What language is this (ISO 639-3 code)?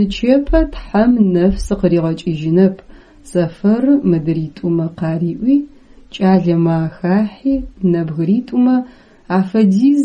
ady